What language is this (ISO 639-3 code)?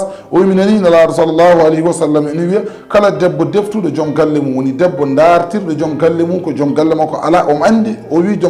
ful